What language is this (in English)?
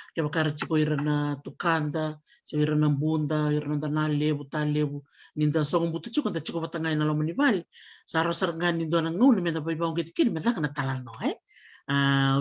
Fijian